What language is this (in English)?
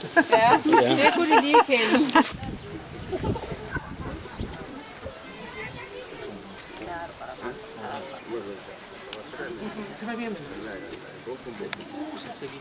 Danish